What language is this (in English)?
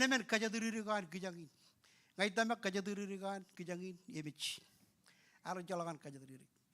Marshallese